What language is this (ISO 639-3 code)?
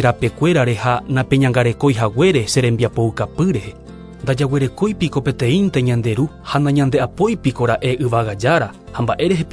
grn